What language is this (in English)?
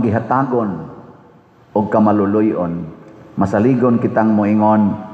Cebuano